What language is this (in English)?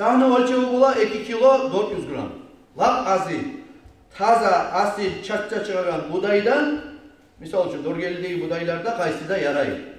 Kumyk